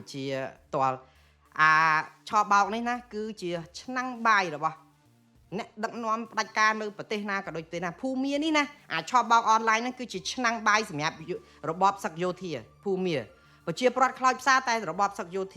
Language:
Khmer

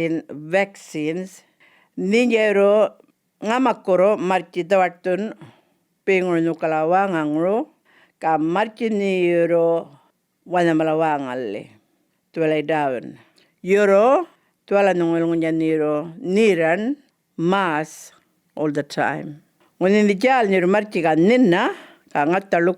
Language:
Djambarrpuyngu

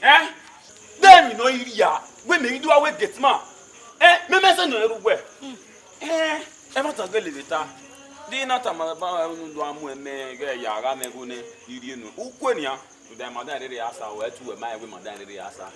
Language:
Bini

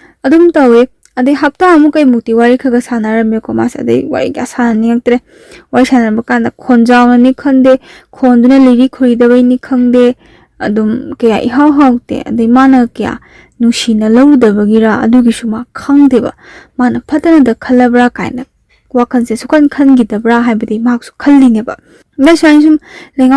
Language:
Manipuri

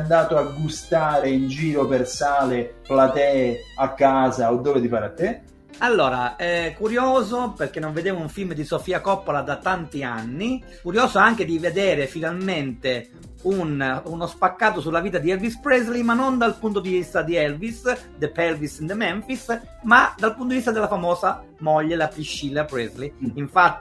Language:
Italian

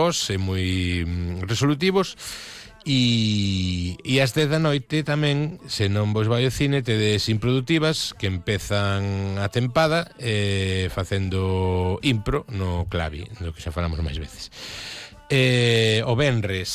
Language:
Galician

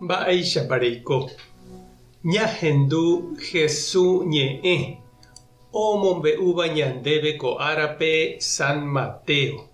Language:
Guarani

